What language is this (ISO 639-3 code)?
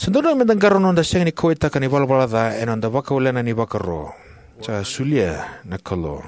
fij